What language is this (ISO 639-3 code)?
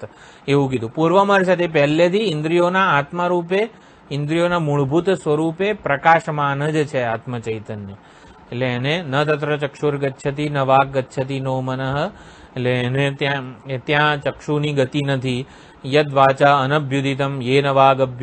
guj